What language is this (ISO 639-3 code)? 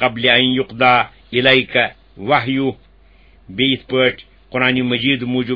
kas